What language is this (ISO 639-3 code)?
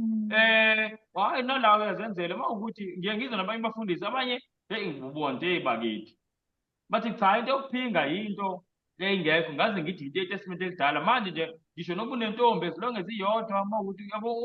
zul